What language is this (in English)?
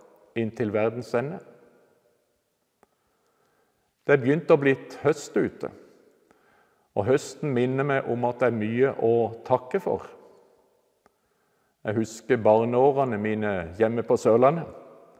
Norwegian